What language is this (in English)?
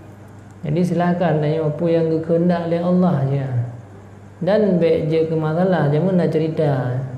Achinese